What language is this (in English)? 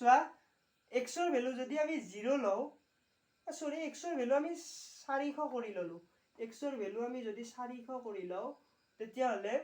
Assamese